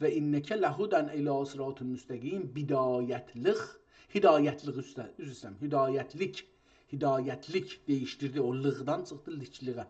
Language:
South Azerbaijani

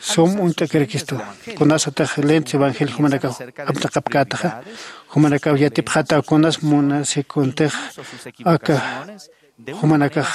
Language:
Aymara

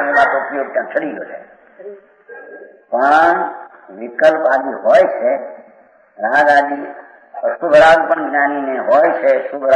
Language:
Gujarati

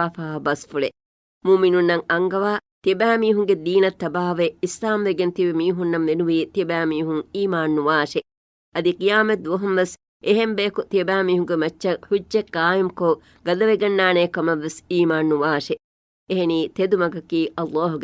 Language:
Divehi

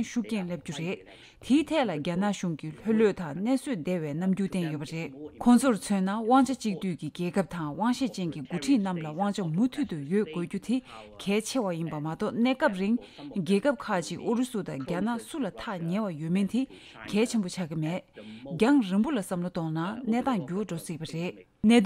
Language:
Tibetan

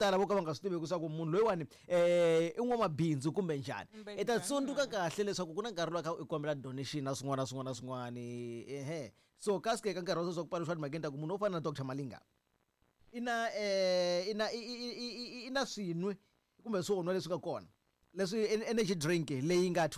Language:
Tsonga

